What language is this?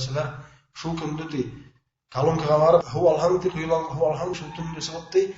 Bashkir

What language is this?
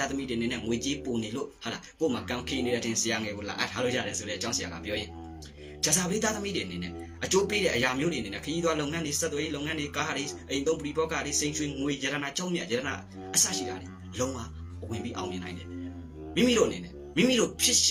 Burmese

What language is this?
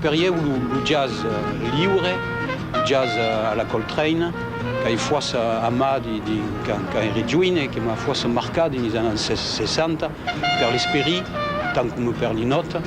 Occitan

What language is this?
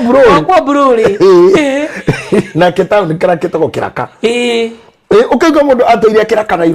Kikuyu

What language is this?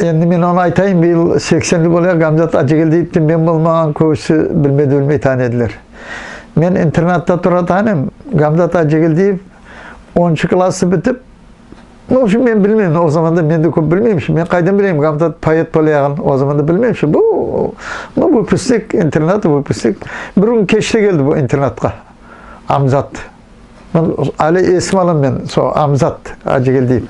Nogai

